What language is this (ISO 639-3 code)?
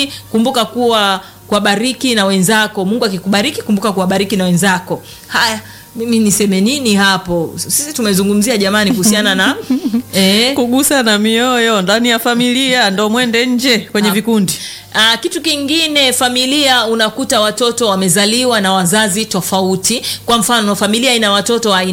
swa